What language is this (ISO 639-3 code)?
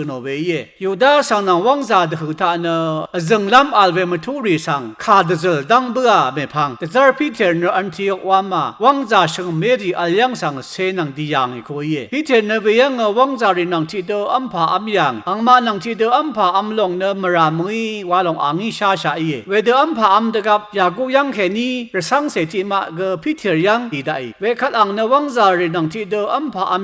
raw